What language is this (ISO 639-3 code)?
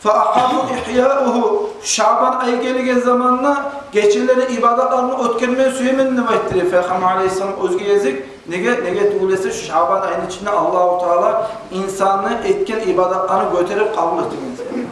kum